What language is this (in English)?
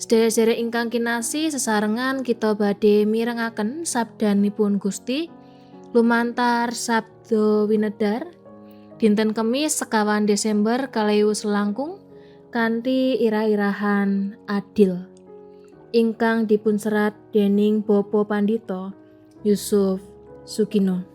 Javanese